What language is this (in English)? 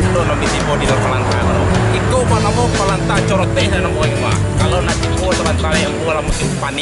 Minangkabau